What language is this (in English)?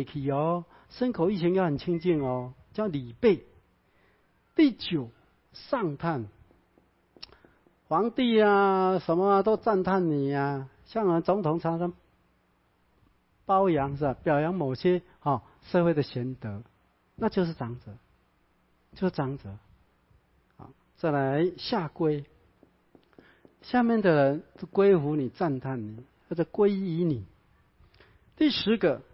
Chinese